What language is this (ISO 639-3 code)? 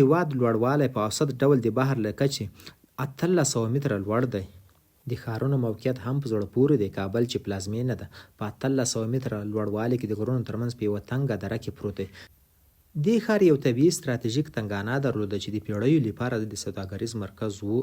pus